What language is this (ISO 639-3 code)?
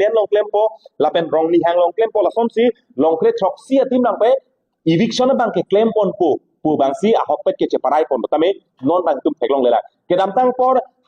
mjw